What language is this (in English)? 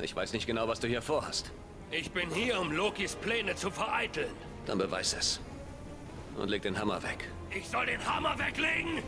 Swiss German